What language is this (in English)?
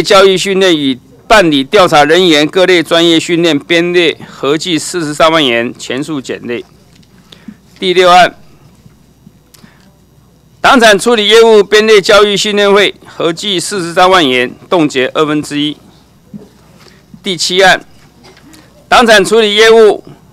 Chinese